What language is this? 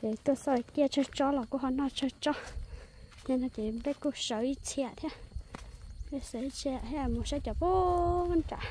Hmong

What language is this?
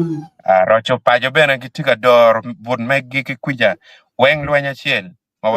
Acoli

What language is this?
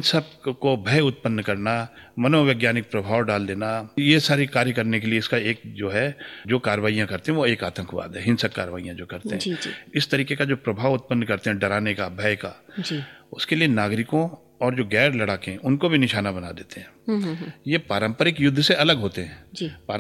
Hindi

